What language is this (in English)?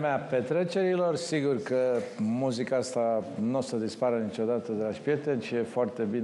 Romanian